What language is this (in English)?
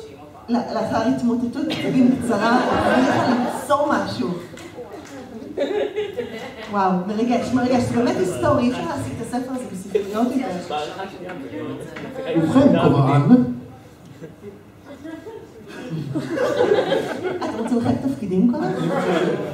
Hebrew